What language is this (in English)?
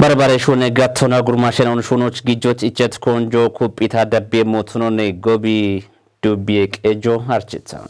Kafa